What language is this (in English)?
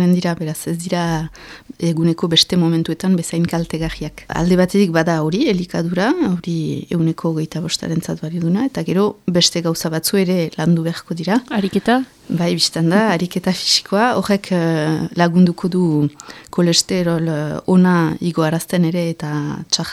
Basque